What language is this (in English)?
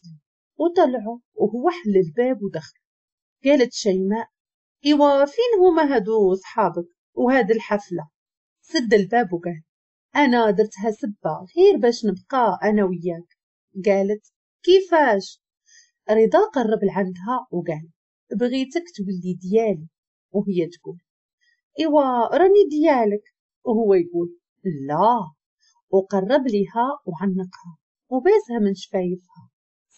Moroccan Arabic